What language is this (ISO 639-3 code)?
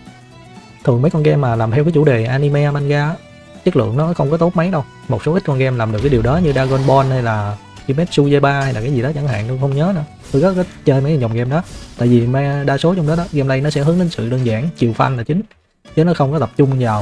vie